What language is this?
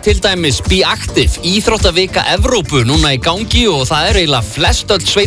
Icelandic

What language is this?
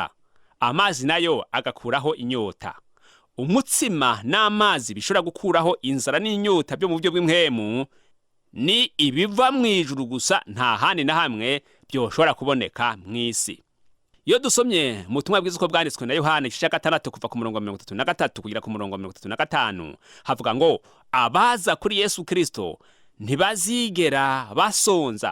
Rundi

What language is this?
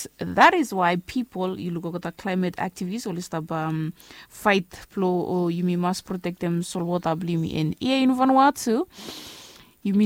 Bislama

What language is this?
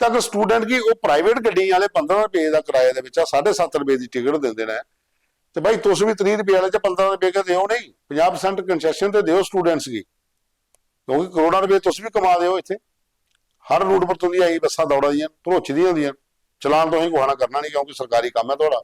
Dogri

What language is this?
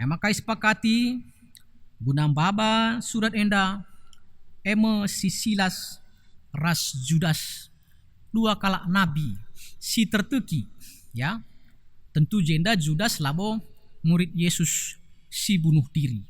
Batak Karo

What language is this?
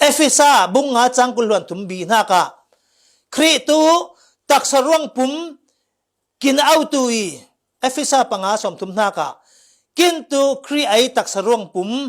Falam Chin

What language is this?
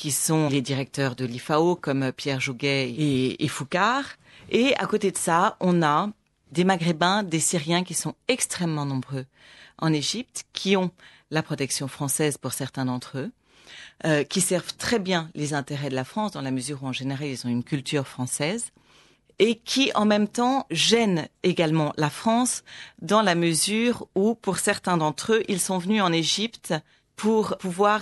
French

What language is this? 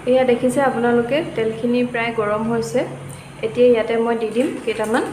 Assamese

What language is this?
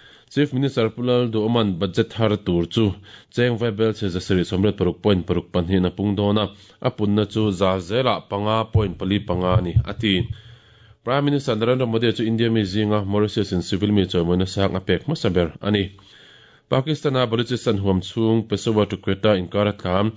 Mizo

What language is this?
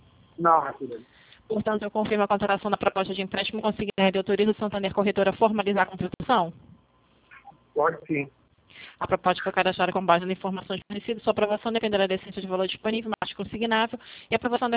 Portuguese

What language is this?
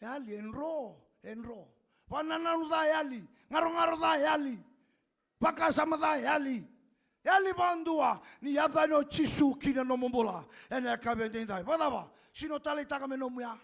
Fijian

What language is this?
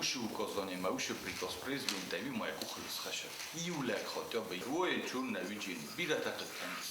Ossetic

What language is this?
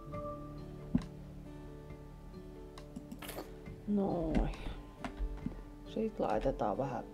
Finnish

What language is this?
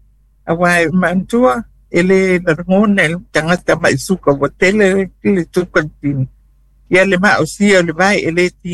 Samoan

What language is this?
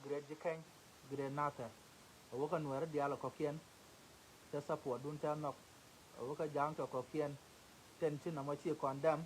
Nuer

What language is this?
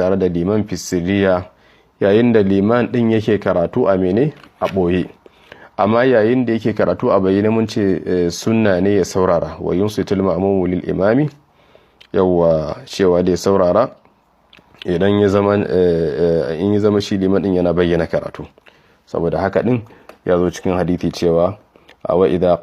Hausa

